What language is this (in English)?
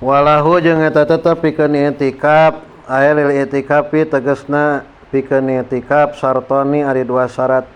Sundanese